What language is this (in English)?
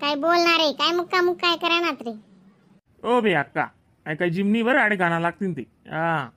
Khandesi